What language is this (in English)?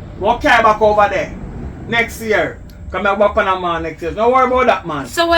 Jamaican Creole English